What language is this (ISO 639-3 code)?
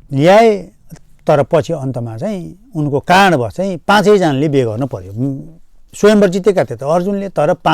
nep